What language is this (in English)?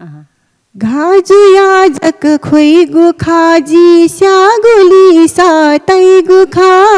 Newari